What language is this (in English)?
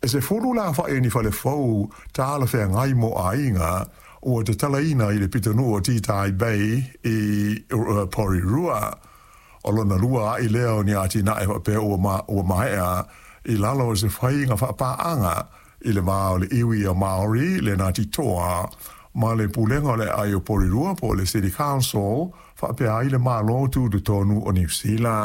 Samoan